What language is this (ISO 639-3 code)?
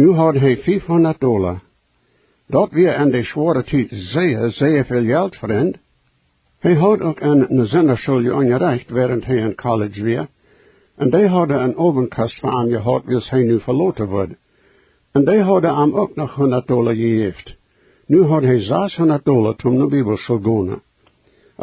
pdt